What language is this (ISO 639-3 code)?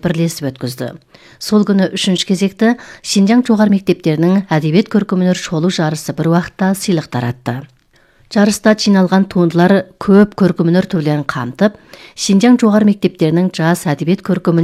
kaz